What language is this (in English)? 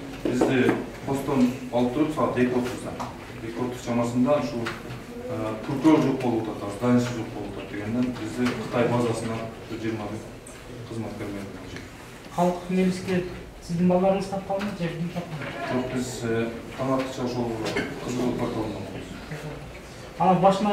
Kyrgyz